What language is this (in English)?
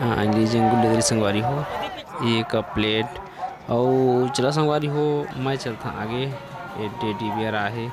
Chhattisgarhi